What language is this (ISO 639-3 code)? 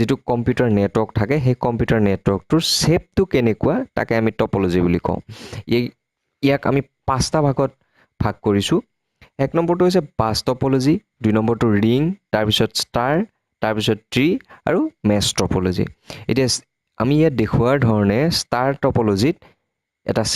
asm